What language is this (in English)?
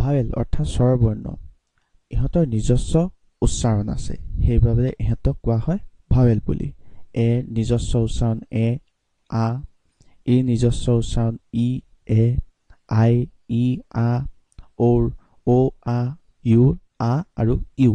Assamese